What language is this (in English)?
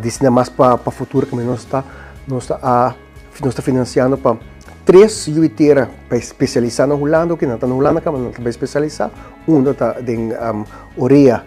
Papiamento